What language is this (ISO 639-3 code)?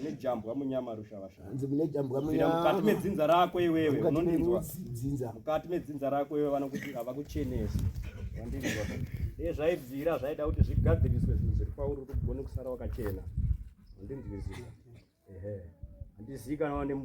sna